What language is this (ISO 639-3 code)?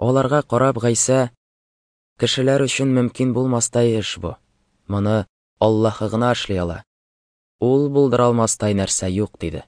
tat